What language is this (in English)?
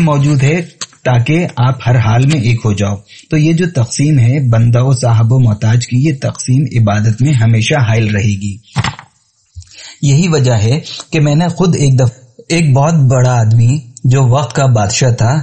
Urdu